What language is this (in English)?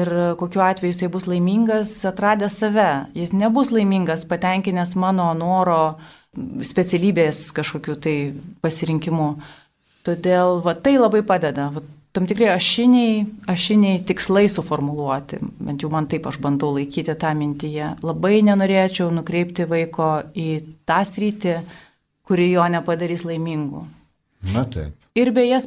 Lithuanian